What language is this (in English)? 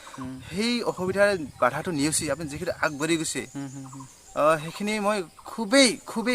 Assamese